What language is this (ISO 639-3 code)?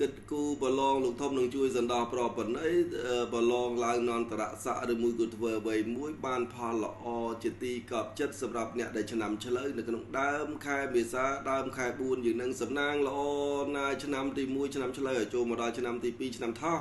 khm